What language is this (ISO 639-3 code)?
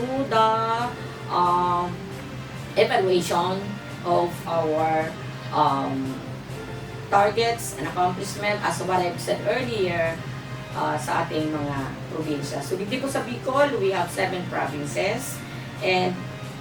bik